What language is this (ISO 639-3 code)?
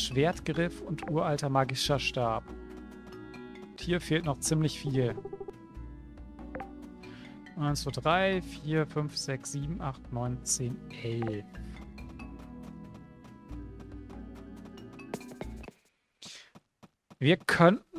deu